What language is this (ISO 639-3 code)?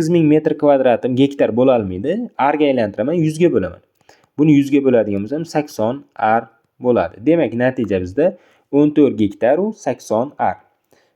uzb